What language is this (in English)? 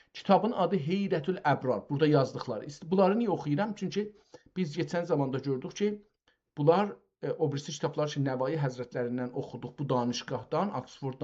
South Azerbaijani